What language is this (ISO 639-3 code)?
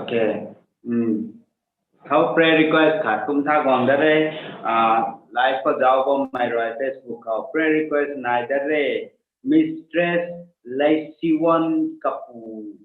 nbu